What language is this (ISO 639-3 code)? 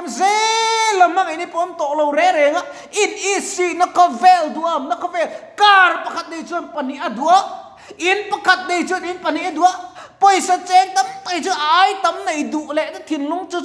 lus